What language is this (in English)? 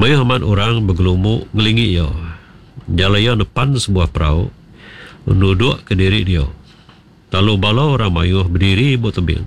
Iban